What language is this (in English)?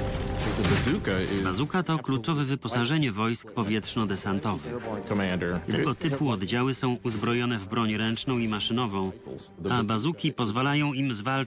Polish